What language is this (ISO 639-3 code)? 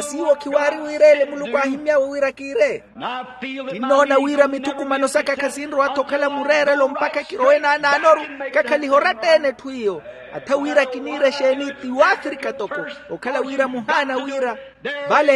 vmw